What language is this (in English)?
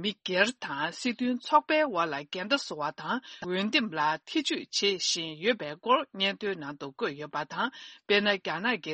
Tibetan